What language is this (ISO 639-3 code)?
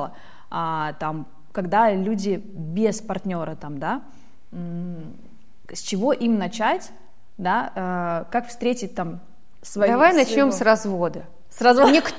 rus